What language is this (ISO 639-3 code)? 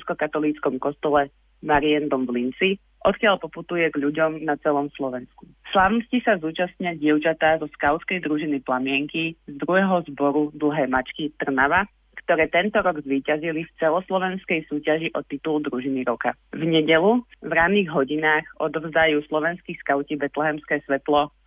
slk